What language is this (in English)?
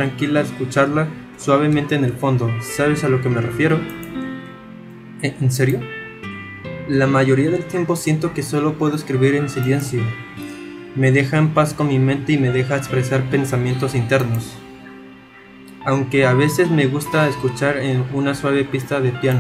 Spanish